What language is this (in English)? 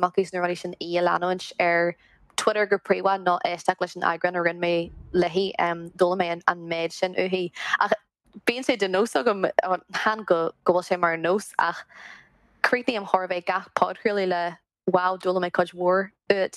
Irish